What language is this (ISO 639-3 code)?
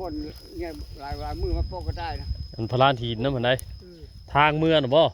tts